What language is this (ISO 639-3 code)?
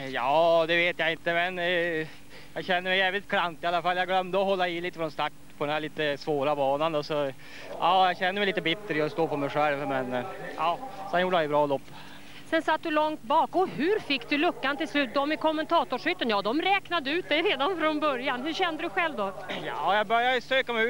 swe